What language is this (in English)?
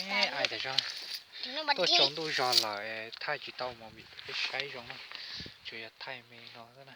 Hmong